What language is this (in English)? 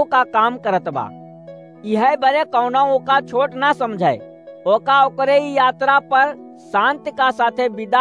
Awadhi